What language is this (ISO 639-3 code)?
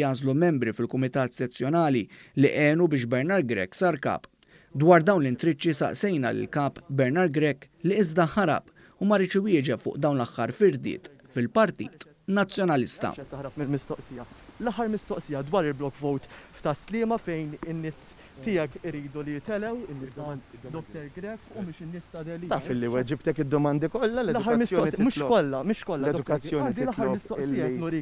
mlt